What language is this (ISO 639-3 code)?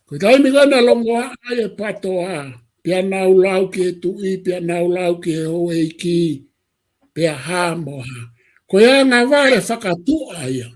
ton